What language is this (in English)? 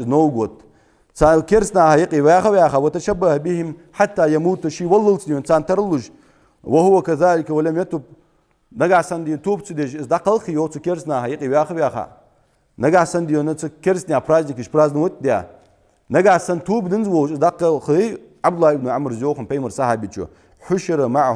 Ingush